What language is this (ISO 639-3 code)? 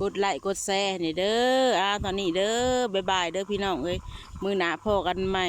lao